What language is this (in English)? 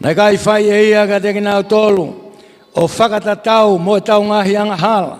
Tongan